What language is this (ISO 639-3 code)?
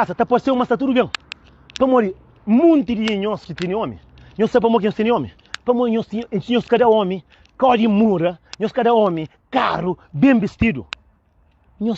kea